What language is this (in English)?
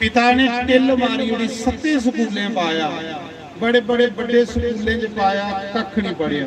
Dogri